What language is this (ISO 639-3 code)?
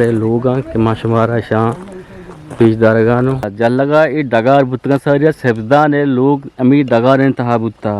bgp